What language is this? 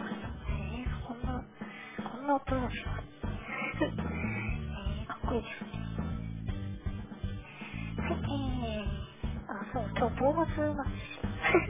Japanese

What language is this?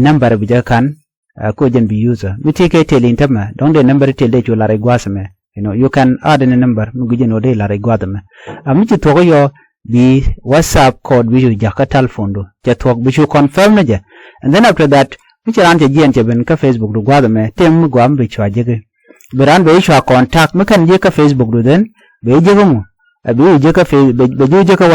Nuer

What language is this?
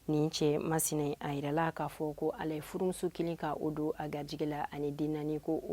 Bambara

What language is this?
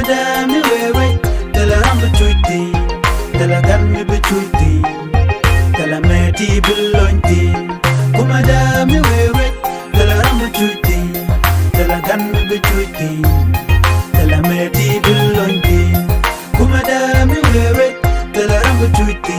Nuer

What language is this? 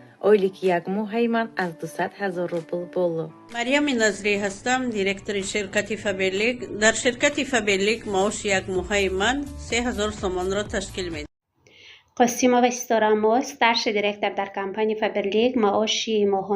Tajik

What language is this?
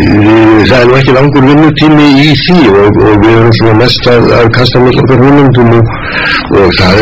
Icelandic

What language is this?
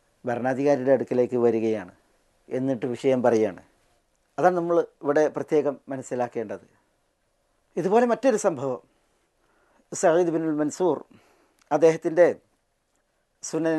Malayalam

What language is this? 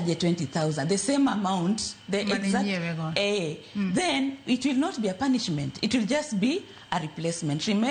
Luo (Kenya and Tanzania)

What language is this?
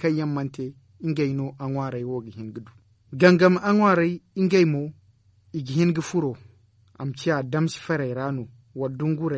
Zarma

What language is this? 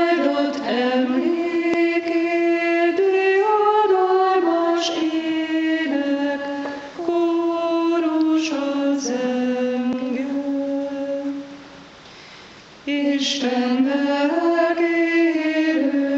Hungarian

